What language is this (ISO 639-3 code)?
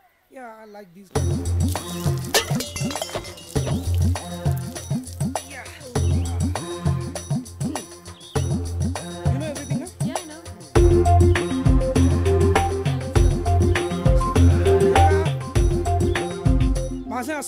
mar